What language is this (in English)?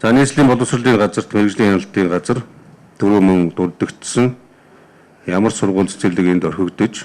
Mongolian